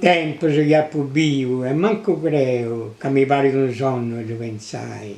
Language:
Sardinian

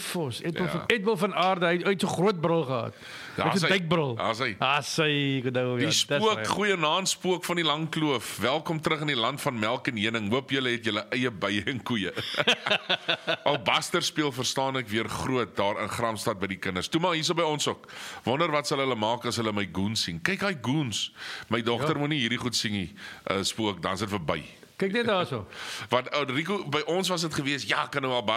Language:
Afrikaans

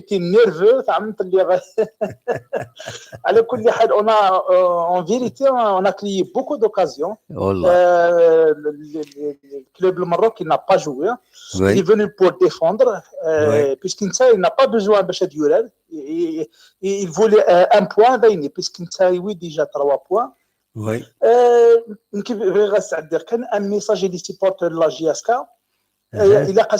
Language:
Kabyle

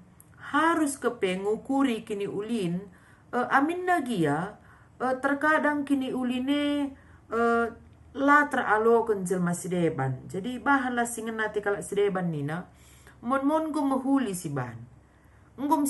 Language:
Batak Karo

